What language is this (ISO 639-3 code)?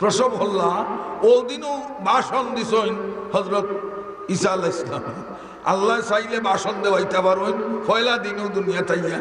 syl